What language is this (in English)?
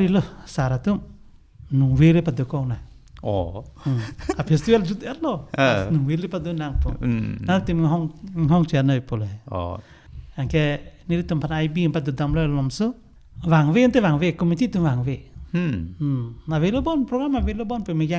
Karbi